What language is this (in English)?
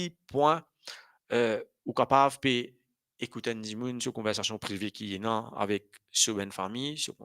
Morisyen